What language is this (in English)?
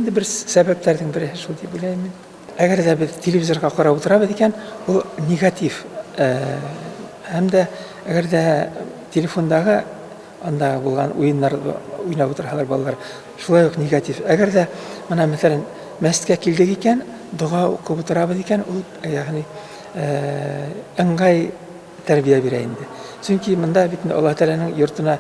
Bashkir